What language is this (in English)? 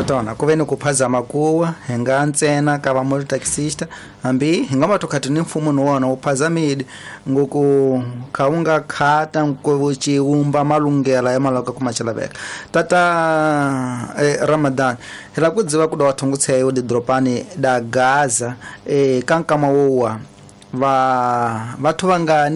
Tsonga